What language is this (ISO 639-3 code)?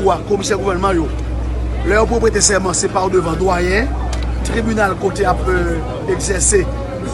hat